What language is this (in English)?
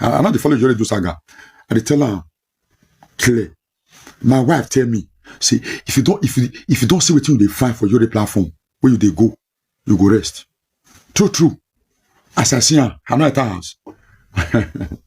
Nigerian Pidgin